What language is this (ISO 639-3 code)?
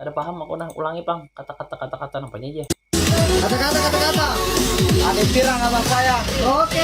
bjn